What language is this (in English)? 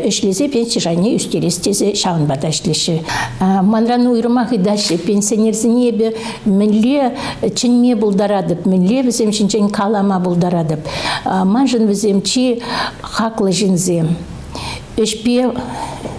Chuvash